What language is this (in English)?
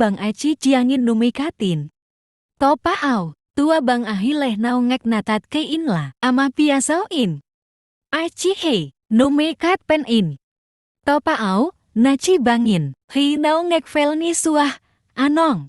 Tedim Chin